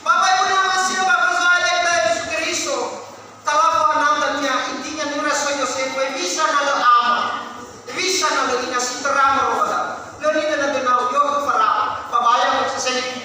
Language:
Nias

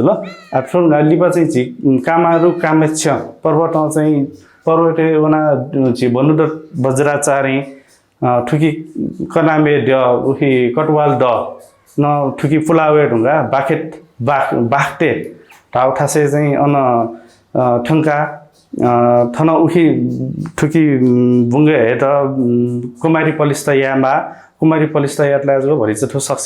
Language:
Newari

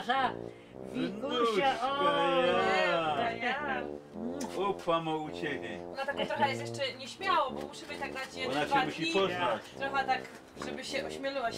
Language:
Silesian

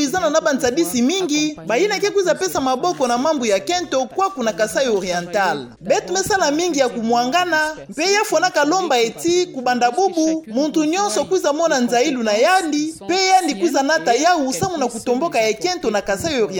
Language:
Kituba (Democratic Republic of Congo)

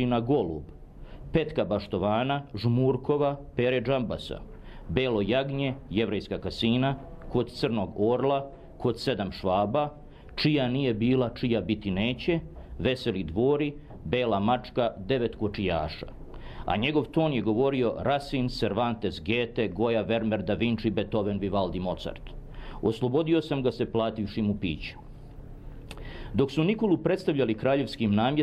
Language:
Serbian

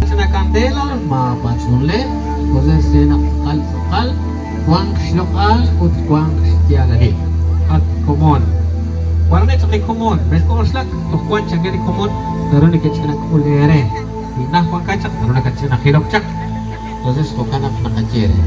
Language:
Kekchí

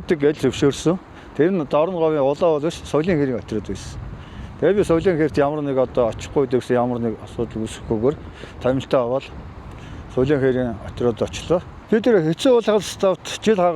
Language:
Mongolian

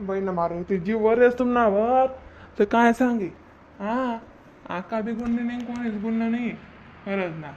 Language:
Khandesi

